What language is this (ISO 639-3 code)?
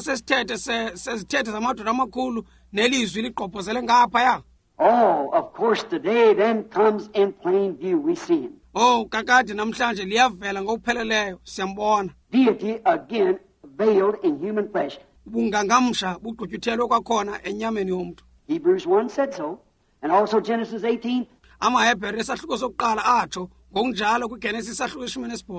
xho